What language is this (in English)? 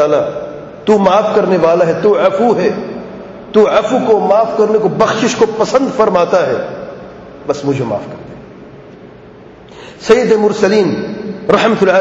Urdu